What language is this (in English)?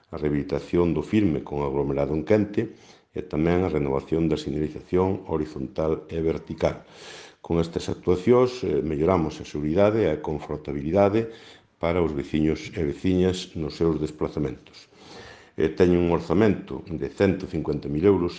Galician